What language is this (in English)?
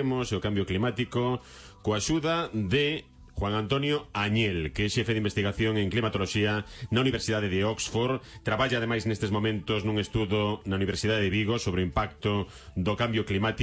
Galician